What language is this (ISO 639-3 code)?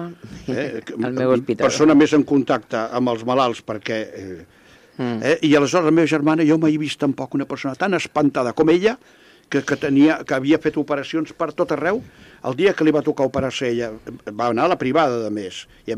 cat